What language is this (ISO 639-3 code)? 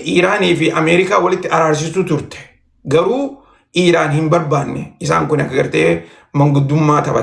orm